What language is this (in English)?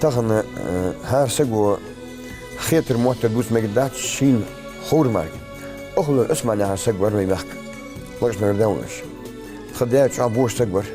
Ingush